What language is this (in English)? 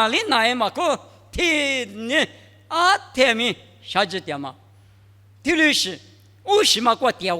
Lisu